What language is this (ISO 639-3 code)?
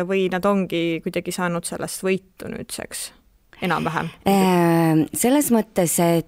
est